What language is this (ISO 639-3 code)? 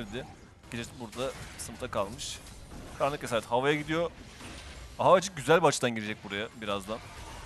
tur